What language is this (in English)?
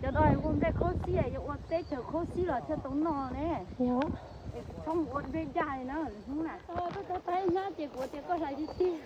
Hmong